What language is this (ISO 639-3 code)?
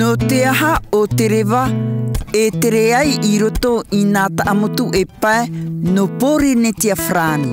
tah